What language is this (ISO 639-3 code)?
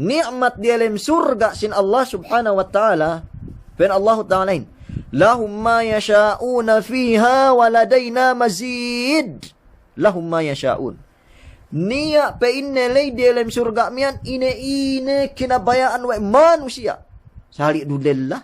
yka